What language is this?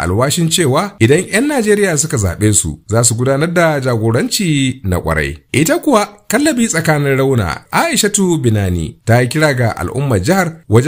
Hausa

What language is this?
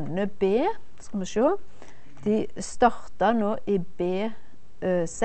Norwegian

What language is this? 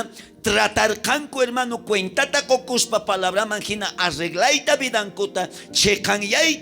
South Bolivian Quechua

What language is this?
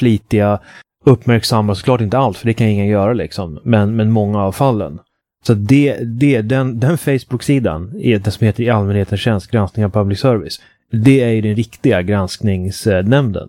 Swedish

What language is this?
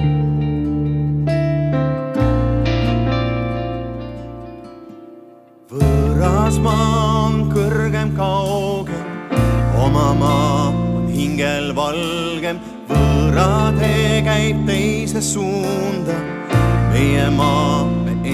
Estonian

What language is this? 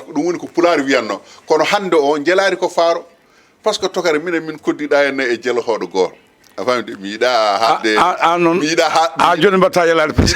Fula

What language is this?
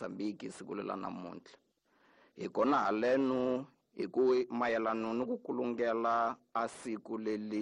Tsonga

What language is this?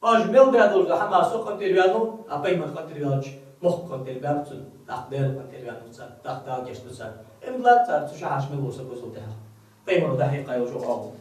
Ingush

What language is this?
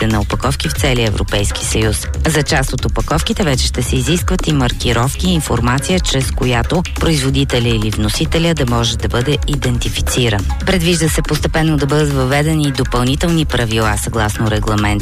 Bulgarian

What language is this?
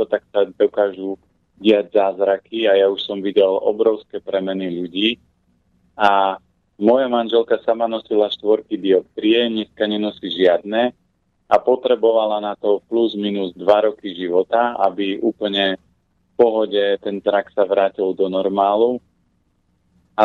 Slovak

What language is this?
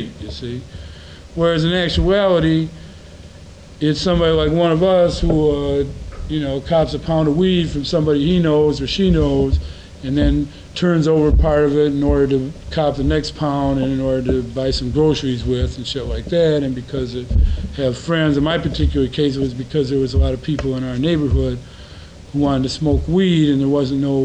English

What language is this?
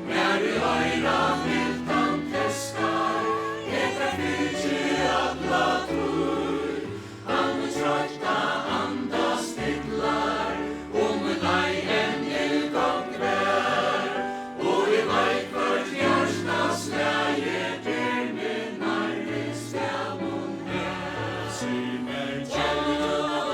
Faroese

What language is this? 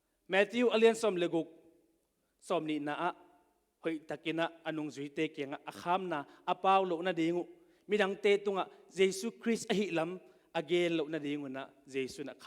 Tedim Chin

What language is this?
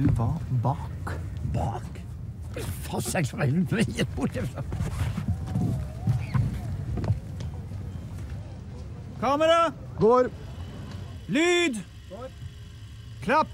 Norwegian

